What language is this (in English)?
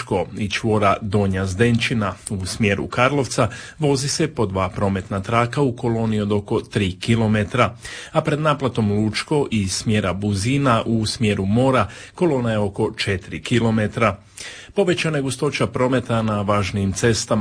Croatian